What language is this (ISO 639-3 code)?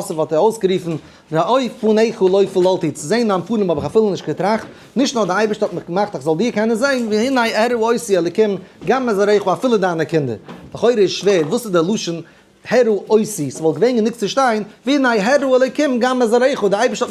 yid